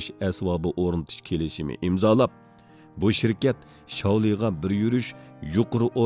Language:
Uyghur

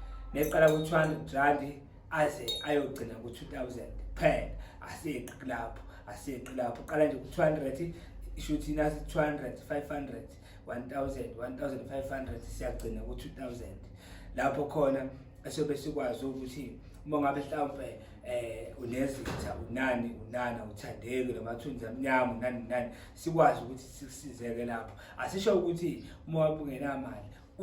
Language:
Zulu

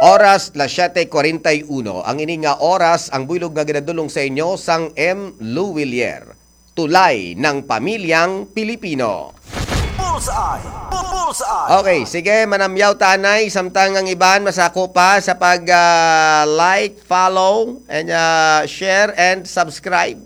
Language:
Hiligaynon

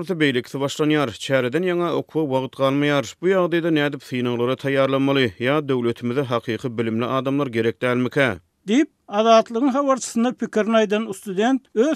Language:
Turkmen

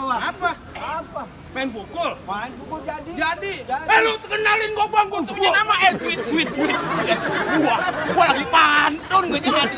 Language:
Betawi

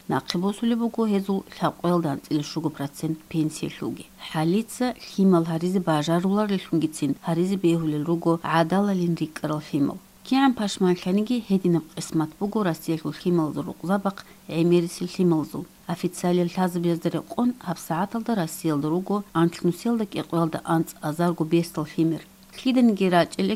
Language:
Avaric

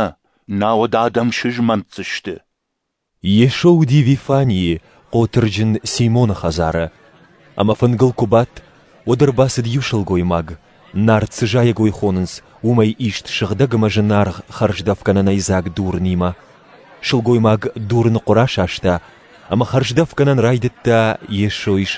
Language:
Ossetic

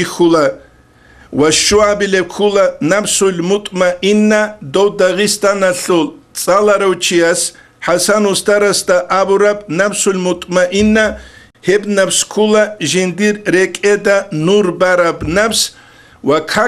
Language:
Avaric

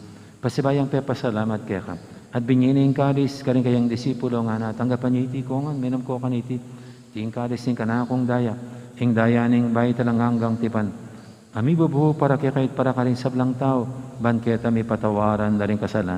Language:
Pampanga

